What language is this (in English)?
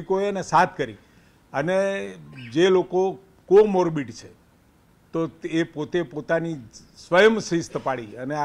Gujarati